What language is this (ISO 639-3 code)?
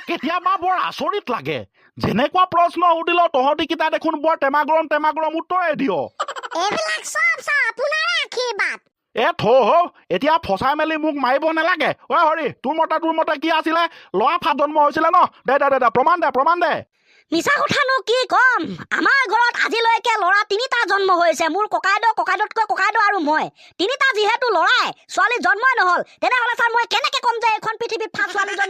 asm